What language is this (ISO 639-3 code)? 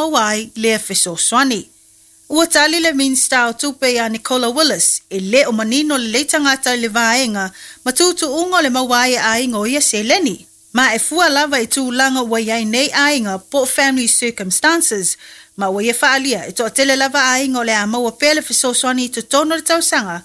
smo